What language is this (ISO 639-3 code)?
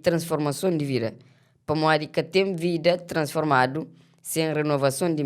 kea